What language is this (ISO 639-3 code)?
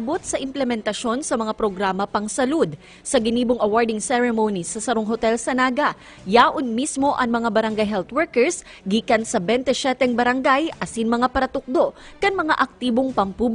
bik